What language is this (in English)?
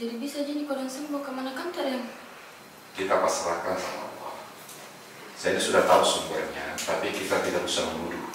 Makassar Malay